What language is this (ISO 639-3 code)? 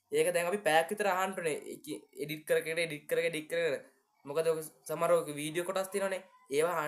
sin